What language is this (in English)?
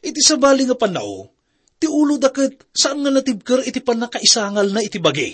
Iloko